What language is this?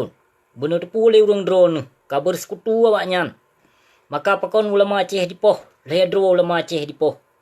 Achinese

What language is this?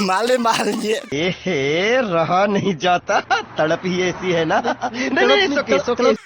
Riang (India)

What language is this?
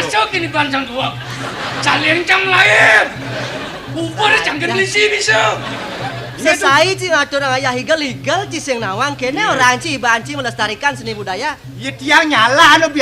Balinese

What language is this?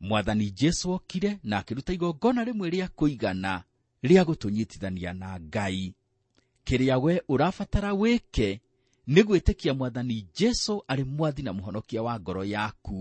Kikuyu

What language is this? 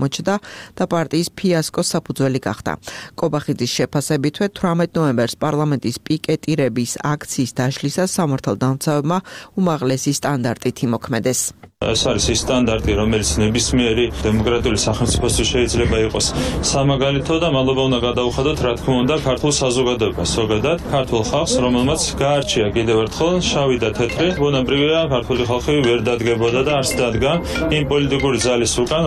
Georgian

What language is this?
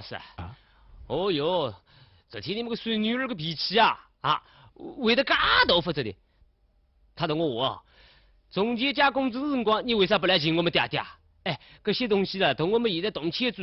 Wu Chinese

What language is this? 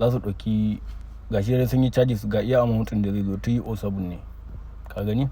Hausa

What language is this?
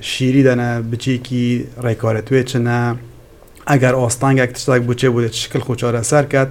Kurdish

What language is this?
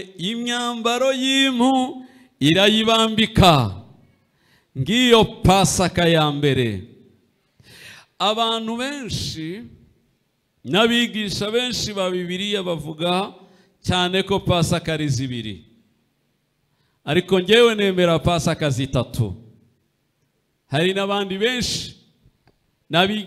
Kinyarwanda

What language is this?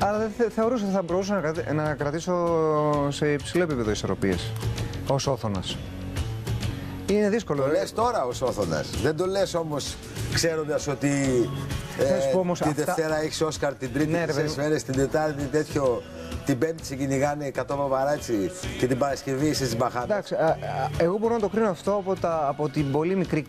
Greek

